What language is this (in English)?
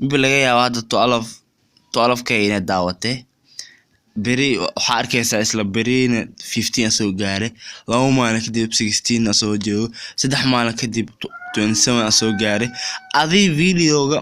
Somali